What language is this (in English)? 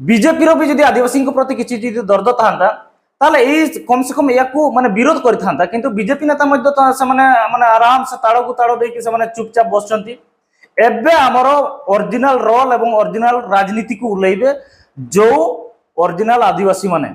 Santali